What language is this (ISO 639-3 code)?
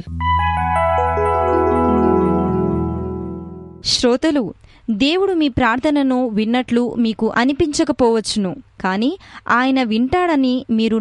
tel